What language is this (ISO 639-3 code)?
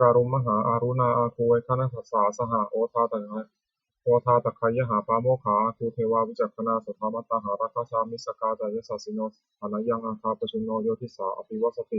pli